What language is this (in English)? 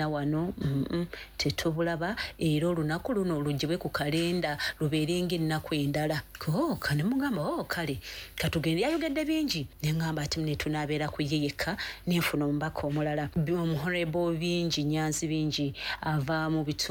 Ganda